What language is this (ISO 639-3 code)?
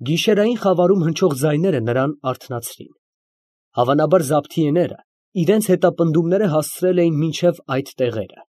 hye